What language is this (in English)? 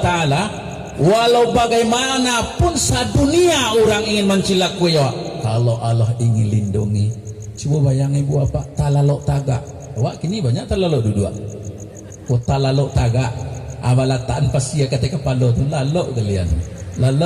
Minangkabau